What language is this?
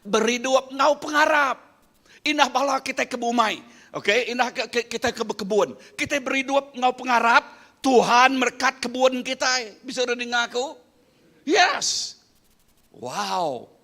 Iban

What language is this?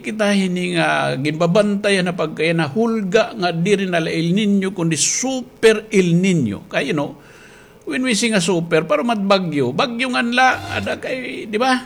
Waray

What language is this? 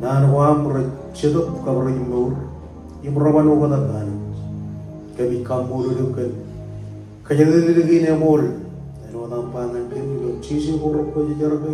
Marshallese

